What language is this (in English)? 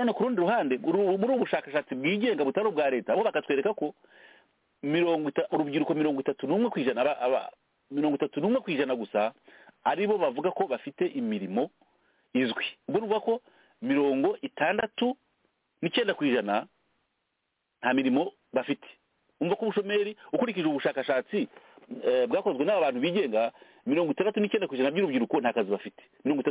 Kinyarwanda